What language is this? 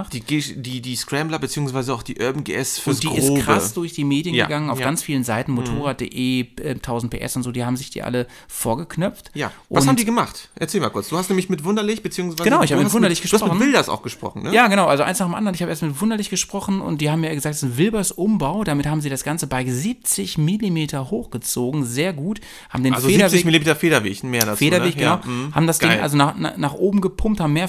German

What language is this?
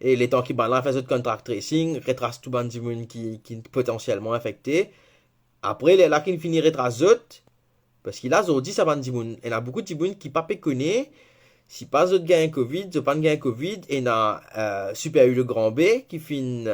Morisyen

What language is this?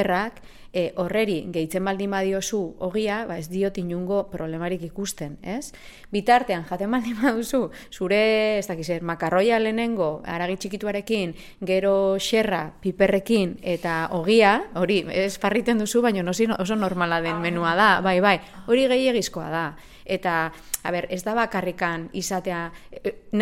Basque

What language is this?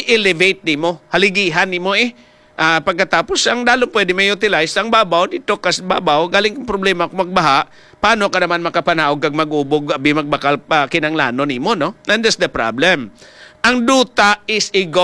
Hiligaynon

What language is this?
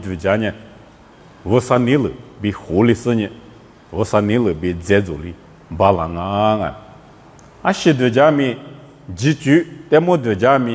Lisu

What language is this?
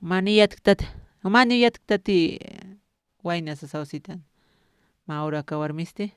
Aymara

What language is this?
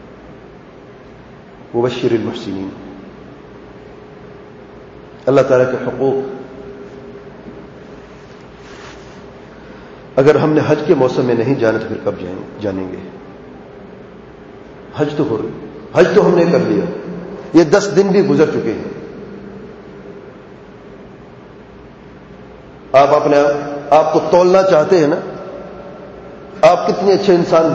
Urdu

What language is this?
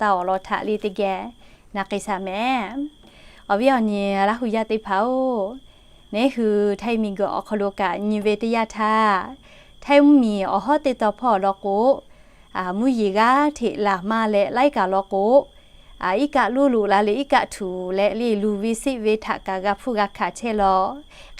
Lahu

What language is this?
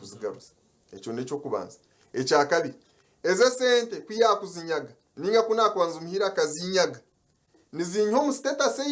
Nyankole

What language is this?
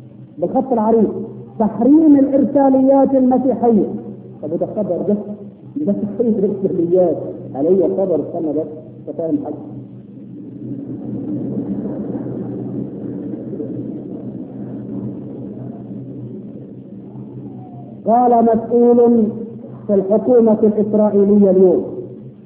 Egyptian Arabic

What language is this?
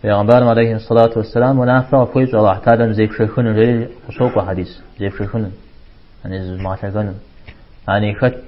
Kabardian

